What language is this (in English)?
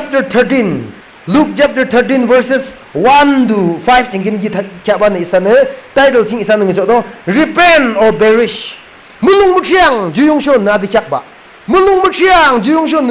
Yimchungru Naga